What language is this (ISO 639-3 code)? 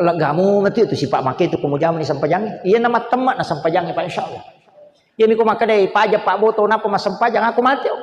bug